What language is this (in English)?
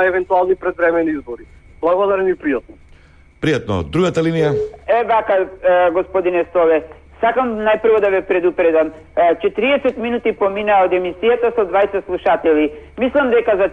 Macedonian